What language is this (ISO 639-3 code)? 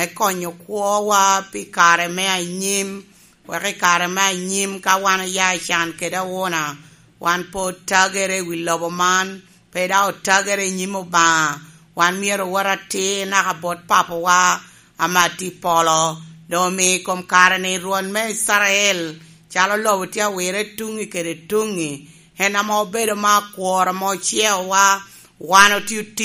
laj